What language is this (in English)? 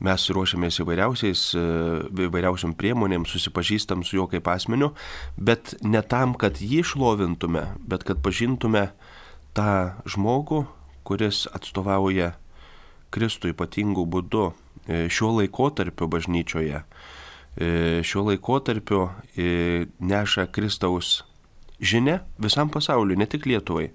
Lithuanian